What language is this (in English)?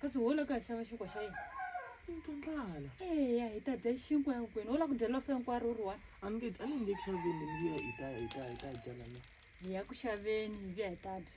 Tsonga